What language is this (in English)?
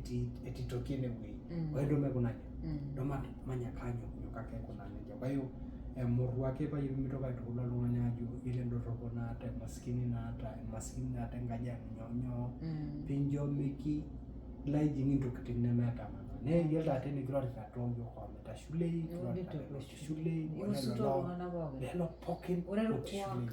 Masai